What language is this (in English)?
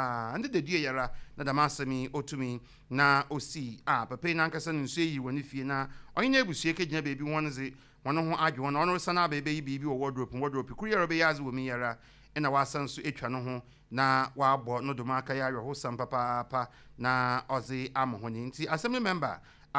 Akan